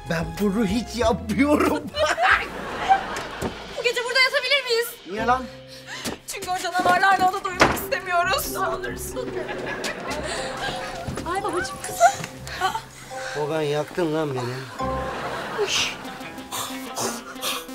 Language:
Turkish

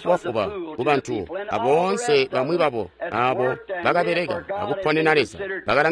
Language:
Tonga (Zambia)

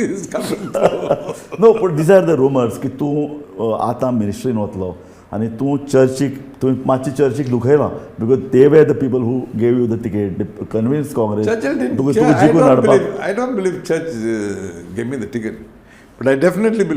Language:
Konkani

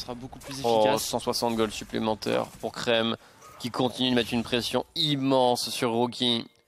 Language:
French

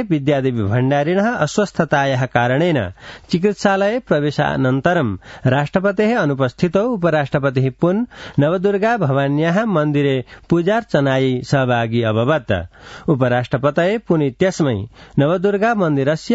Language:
Sanskrit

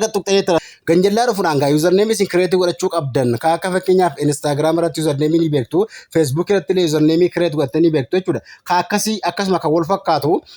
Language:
Oromo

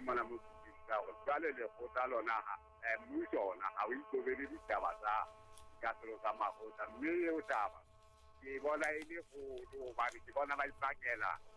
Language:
Southern Sotho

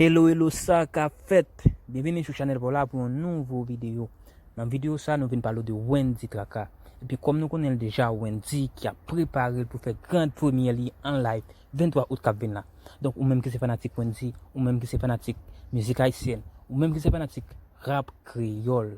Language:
Haitian Creole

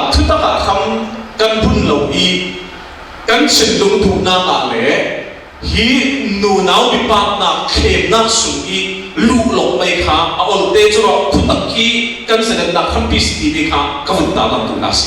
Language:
Falam Chin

